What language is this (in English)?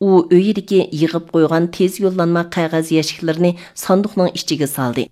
Uyghur